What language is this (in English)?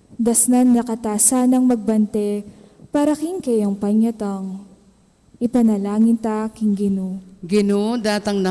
Pampanga